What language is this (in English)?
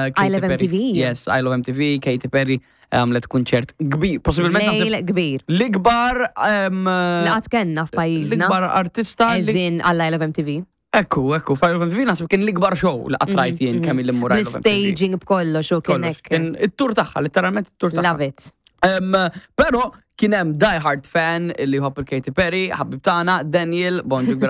Maltese